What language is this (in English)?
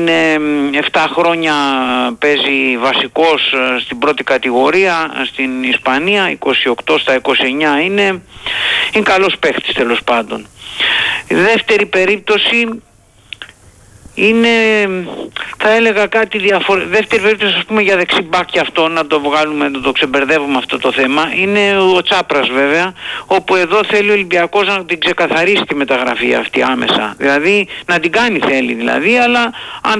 Greek